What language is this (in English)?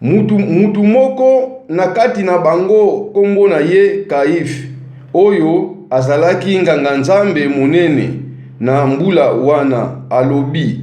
Lingala